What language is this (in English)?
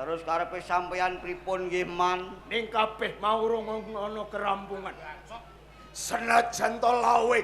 Javanese